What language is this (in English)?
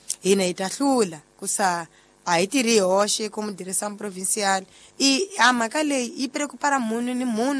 Tsonga